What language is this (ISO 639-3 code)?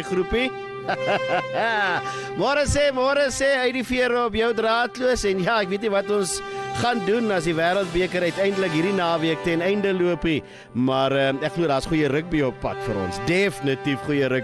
afr